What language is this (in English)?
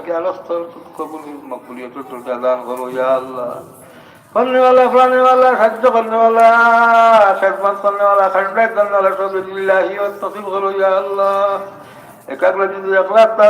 Sylheti